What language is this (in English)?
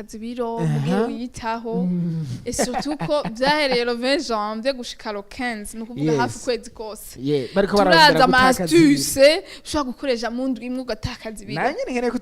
Rundi